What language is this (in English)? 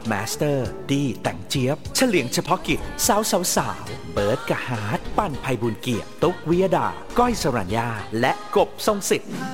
Thai